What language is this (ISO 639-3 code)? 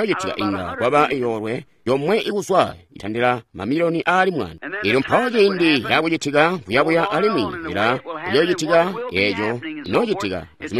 toi